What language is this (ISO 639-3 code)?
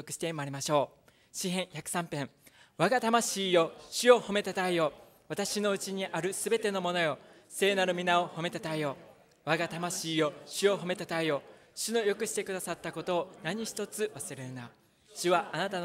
jpn